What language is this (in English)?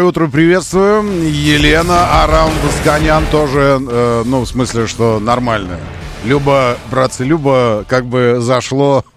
Russian